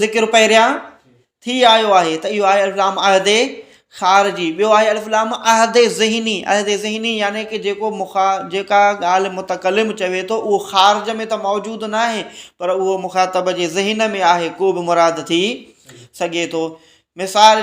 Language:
Sindhi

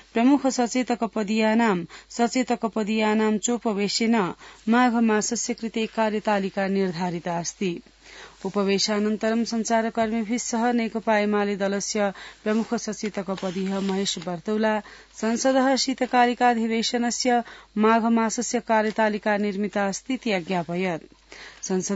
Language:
Sanskrit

